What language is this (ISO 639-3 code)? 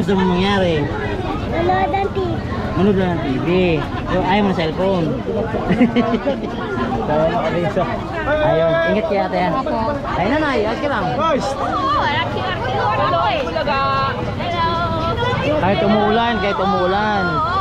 fil